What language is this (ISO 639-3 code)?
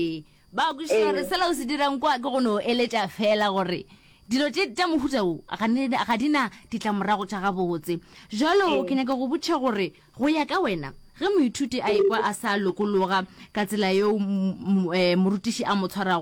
nso